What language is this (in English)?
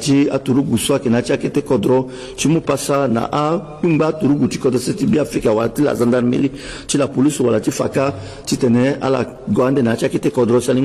Sango